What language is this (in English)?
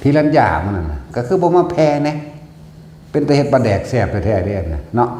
Northeastern Thai